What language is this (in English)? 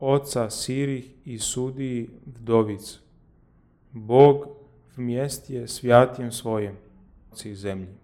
Church Slavic